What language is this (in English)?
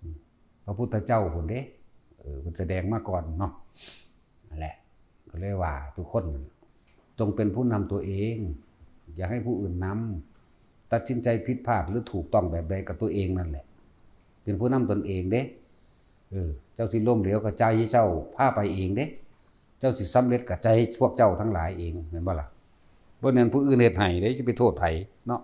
Northeastern Thai